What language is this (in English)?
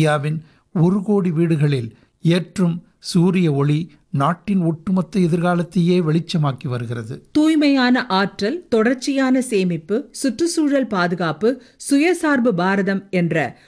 Tamil